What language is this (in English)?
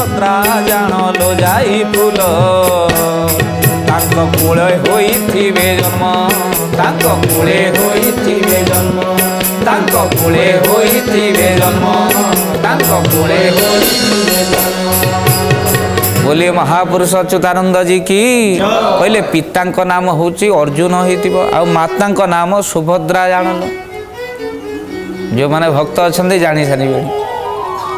Odia